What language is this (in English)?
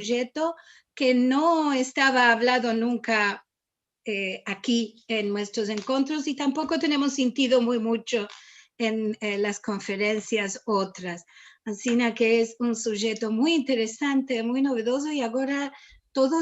Ladino